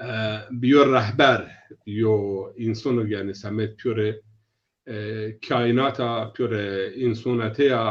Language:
Zaza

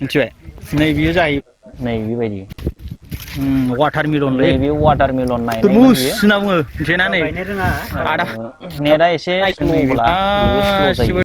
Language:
Bodo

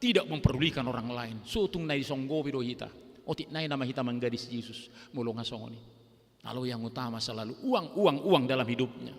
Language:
Batak Toba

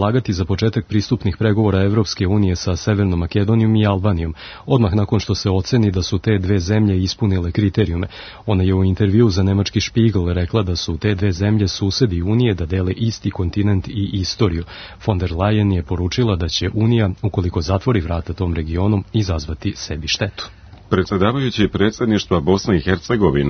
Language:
Serbian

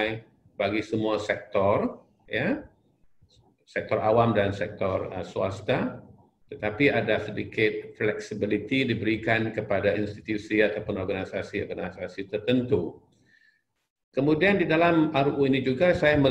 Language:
Malay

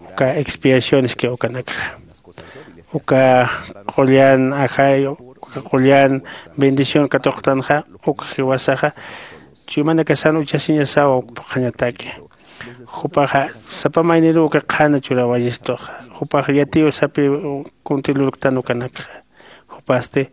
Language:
Aymara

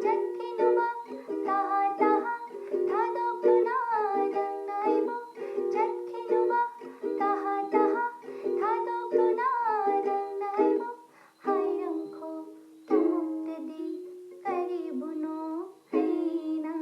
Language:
Manipuri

